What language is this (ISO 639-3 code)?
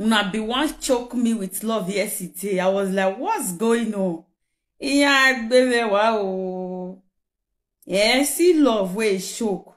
pcm